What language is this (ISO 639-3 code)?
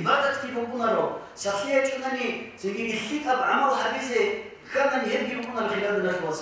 ava